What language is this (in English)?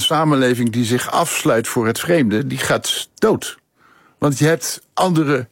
Dutch